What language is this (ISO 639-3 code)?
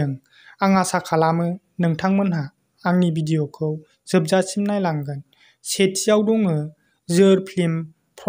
brx